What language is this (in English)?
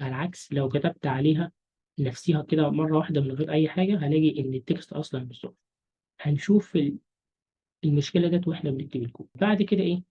Egyptian Arabic